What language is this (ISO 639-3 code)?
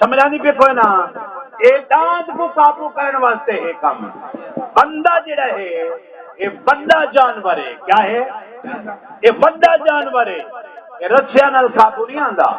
skr